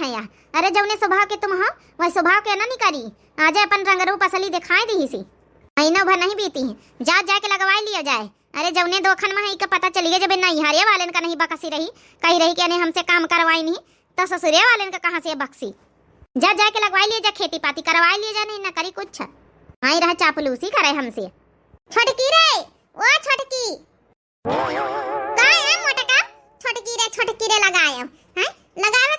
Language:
Awadhi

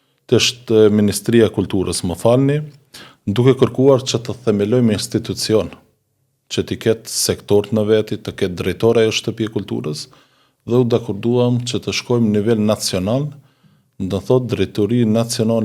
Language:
Albanian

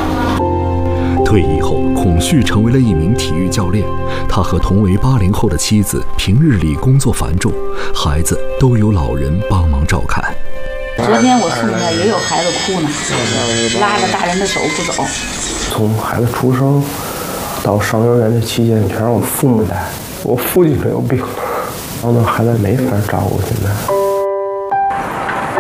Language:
Chinese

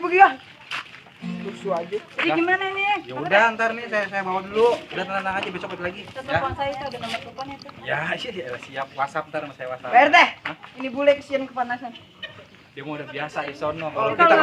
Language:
Betawi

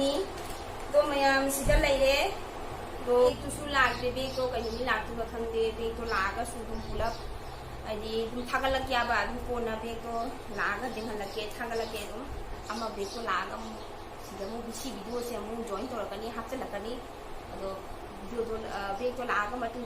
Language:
Manipuri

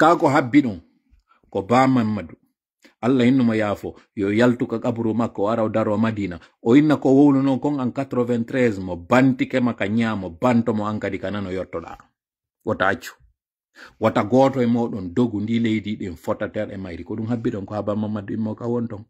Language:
Pular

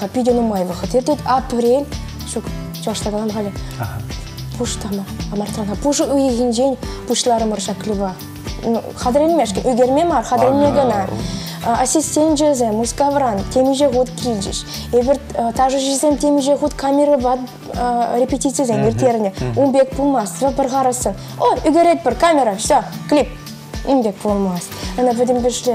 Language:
Chuvash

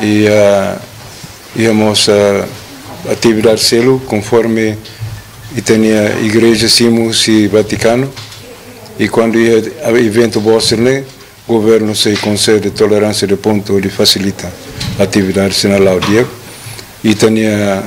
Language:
Tetum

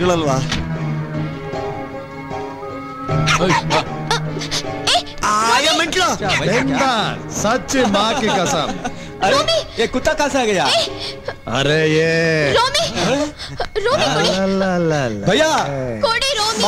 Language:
Kannada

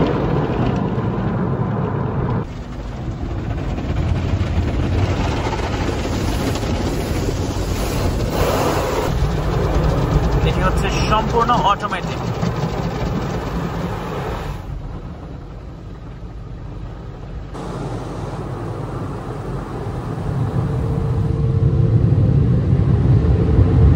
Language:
Bangla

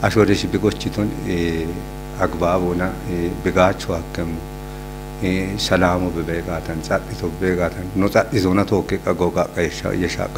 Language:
Kafa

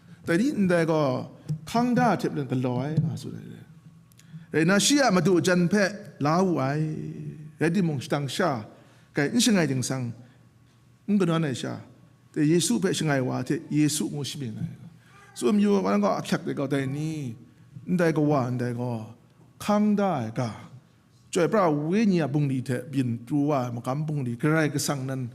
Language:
Kachin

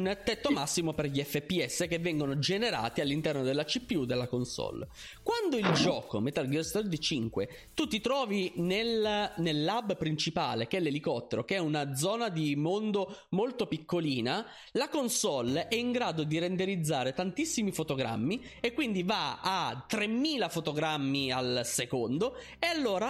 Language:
Italian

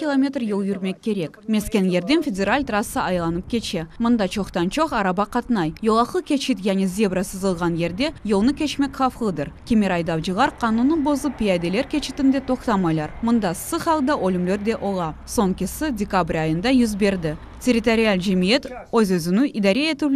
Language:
Crimean Tatar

